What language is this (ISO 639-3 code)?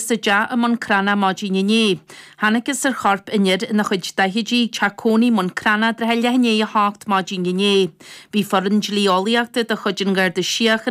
gle